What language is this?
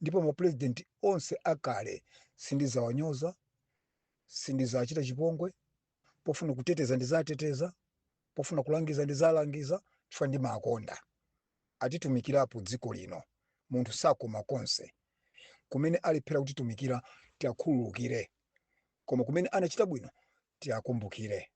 Nyanja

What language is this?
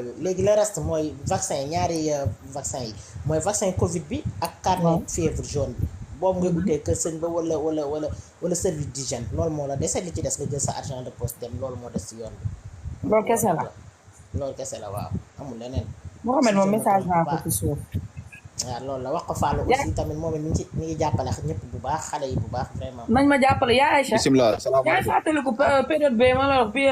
Wolof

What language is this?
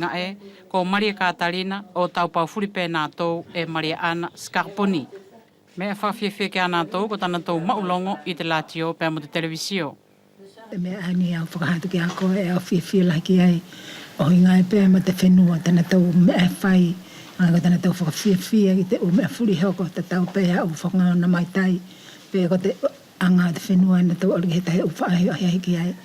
Wallisian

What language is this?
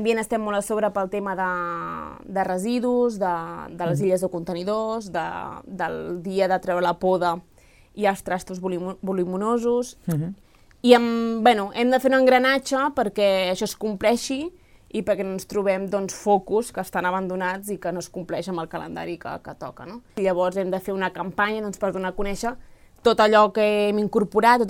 Catalan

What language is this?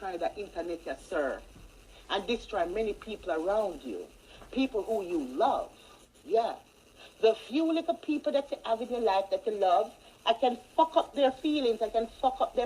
Jamaican Creole English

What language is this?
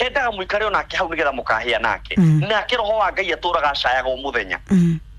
Kikuyu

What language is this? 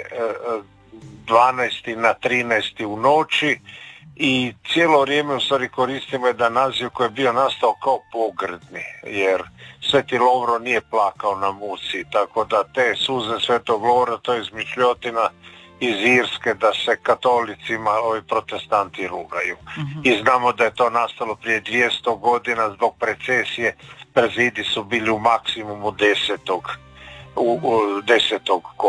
Croatian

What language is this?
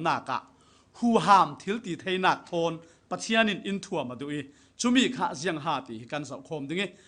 Falam Chin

